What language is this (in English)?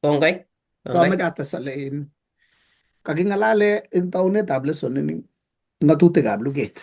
Kalenjin